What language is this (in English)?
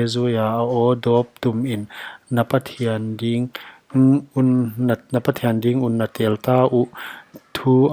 Paite Chin